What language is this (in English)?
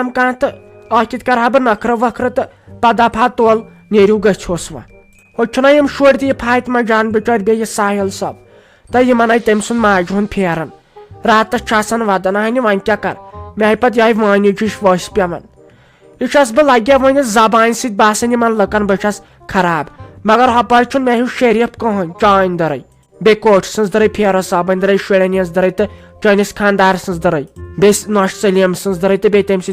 Kashmiri